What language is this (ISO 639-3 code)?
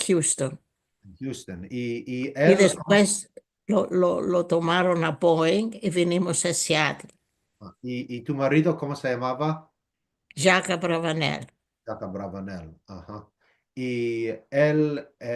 lad